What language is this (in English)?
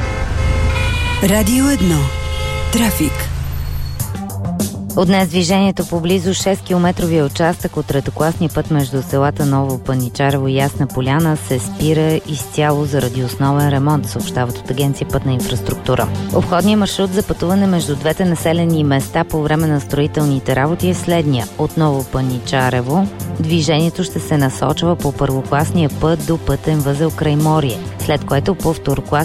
Bulgarian